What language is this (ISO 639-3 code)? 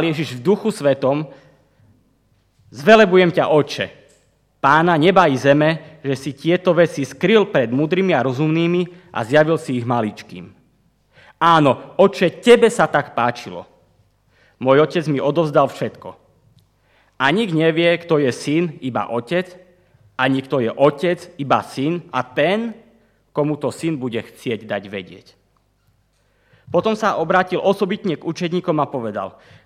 slk